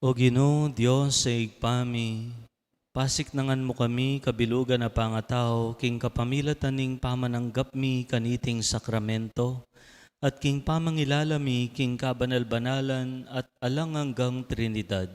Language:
Pampanga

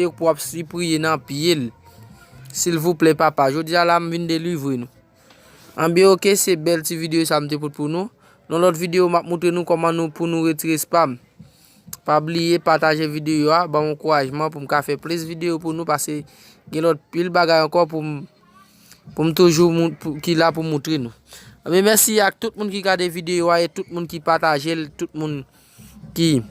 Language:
Haitian Creole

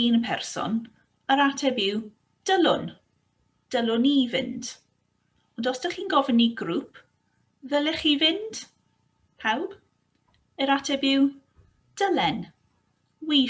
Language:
Welsh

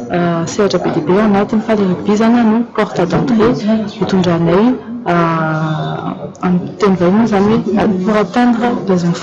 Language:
Malagasy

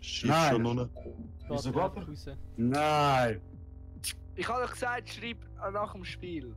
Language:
Swiss German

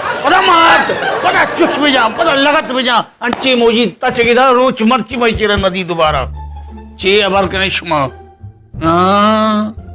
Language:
Baluchi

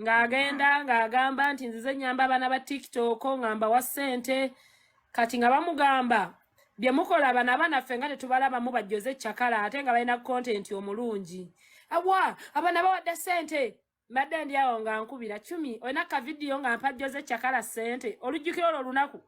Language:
Ganda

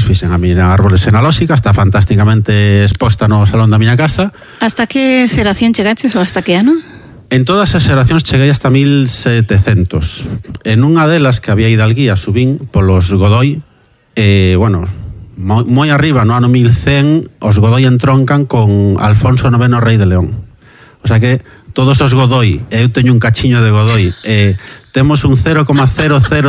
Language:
Galician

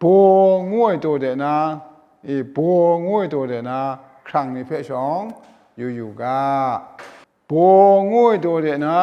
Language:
Kachin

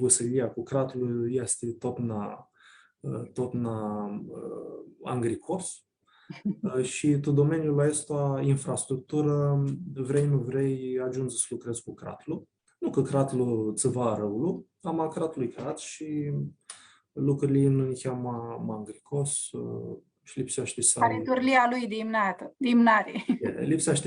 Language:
Aromanian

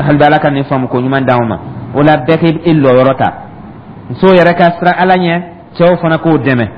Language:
Dyula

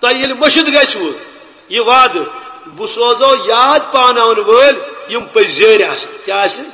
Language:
Kashmiri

